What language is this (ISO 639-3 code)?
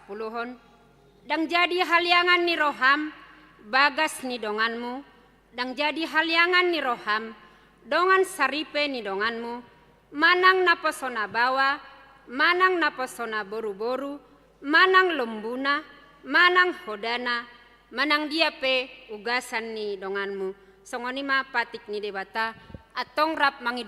bbc